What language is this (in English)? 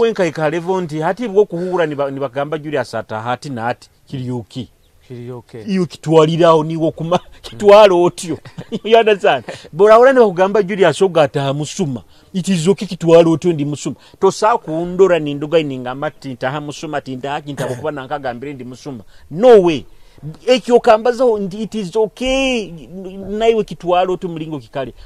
Nyoro